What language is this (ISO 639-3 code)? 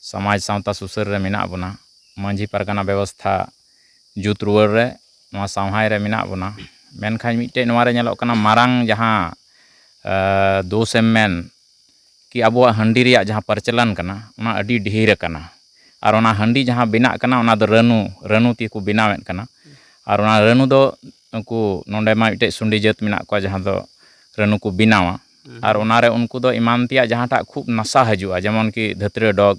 sat